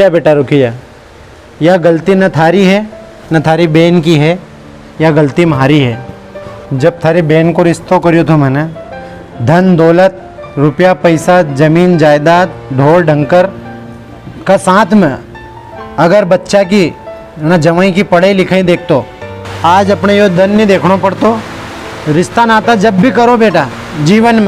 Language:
Rajasthani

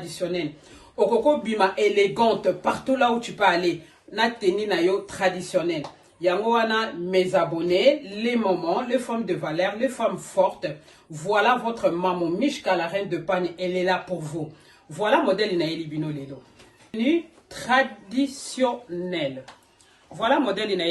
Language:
Lingala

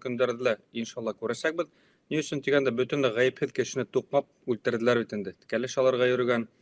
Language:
Bashkir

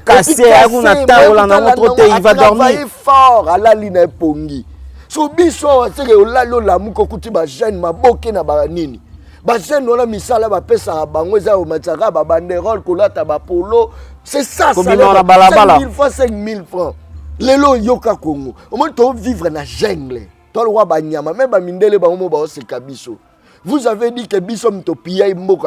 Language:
Lingala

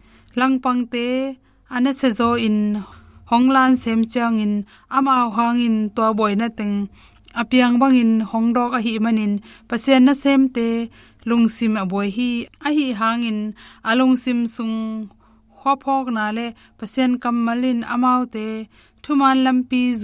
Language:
Tedim Chin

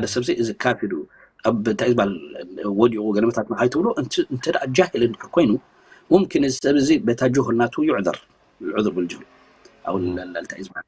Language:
Tigrinya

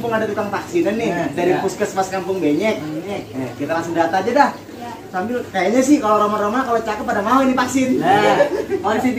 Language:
Betawi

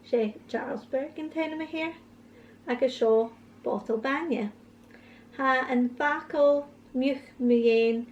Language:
Scottish Gaelic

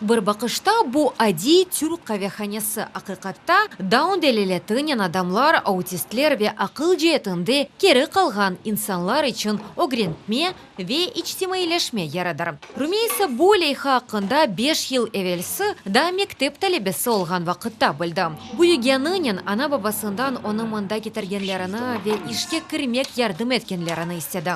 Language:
Crimean Tatar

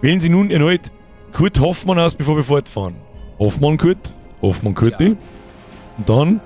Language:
Bavarian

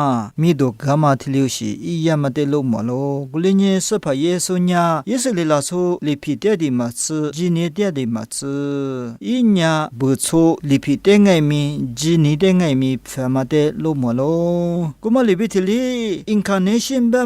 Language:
Lisu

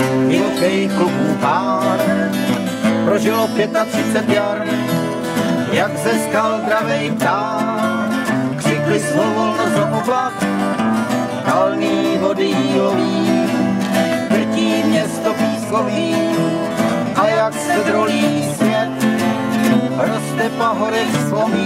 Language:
Czech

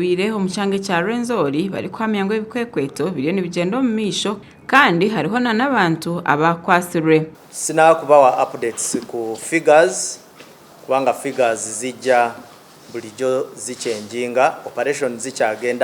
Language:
Nyankole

